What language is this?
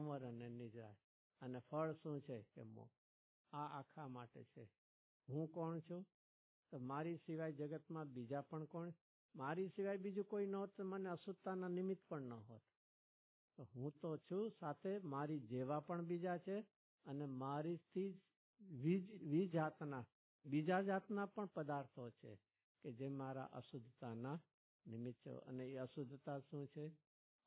Gujarati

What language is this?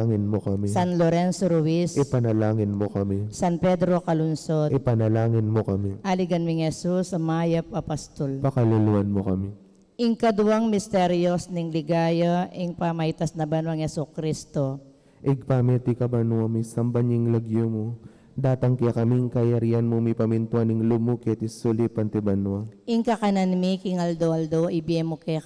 Pampanga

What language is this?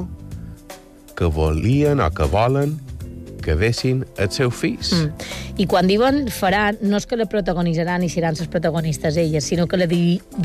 Catalan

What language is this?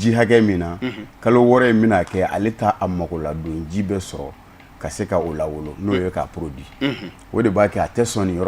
Bambara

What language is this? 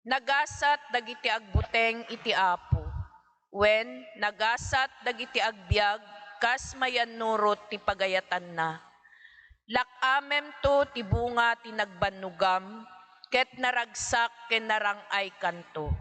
Iloko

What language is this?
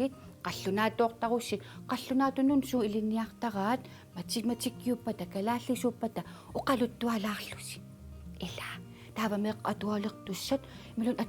Kalaallisut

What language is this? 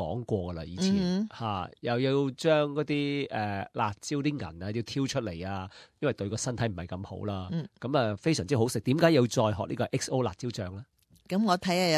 Cantonese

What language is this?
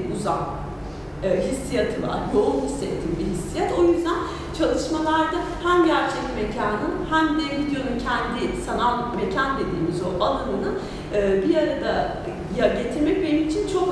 Turkish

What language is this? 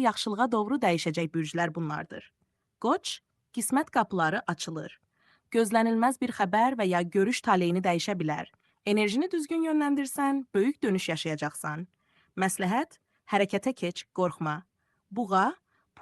Azerbaijani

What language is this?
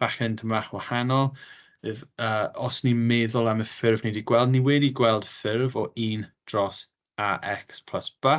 Welsh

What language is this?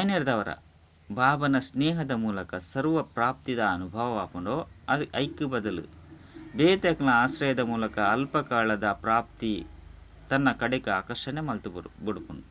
Tulu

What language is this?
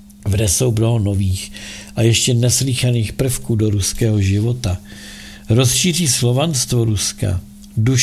Czech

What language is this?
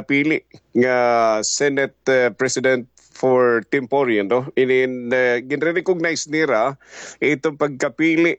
Waray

